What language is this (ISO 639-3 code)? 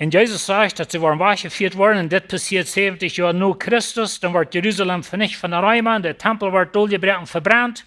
pdt